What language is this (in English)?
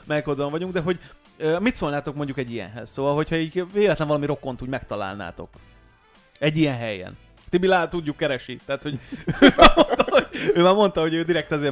Hungarian